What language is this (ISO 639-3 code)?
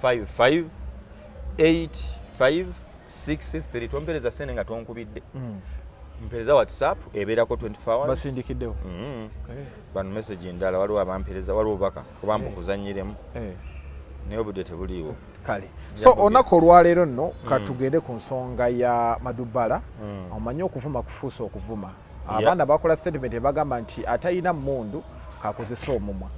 lug